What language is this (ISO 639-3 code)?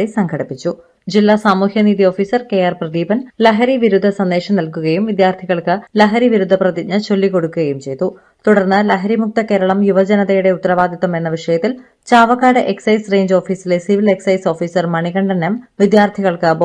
mal